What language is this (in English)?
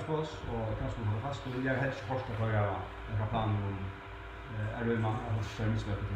Faroese